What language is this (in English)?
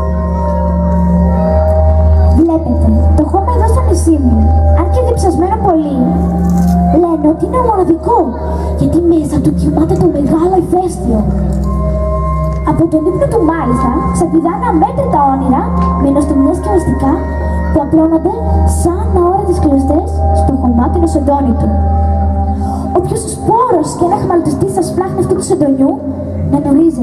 Greek